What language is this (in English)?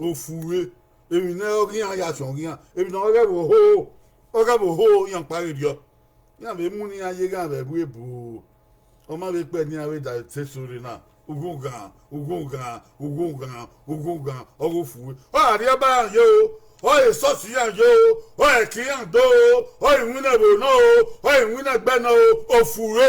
Bini